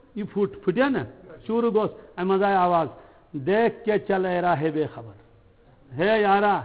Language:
Kashmiri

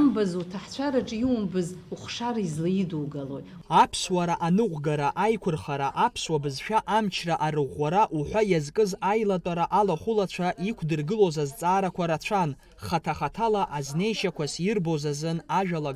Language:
Abkhazian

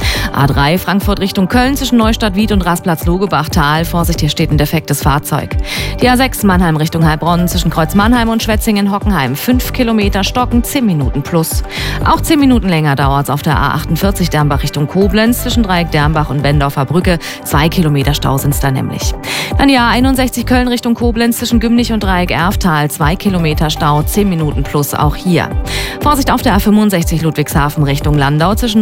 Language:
German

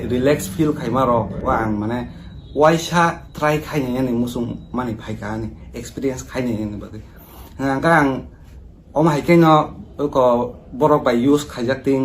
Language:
Kok Borok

